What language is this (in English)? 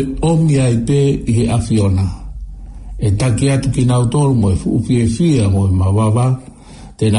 Tongan